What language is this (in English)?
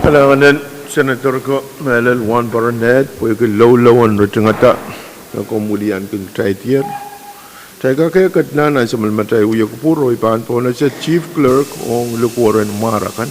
Pohnpeian